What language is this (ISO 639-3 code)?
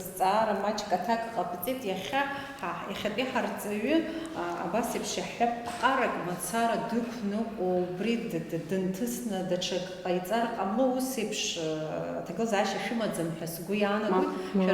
abk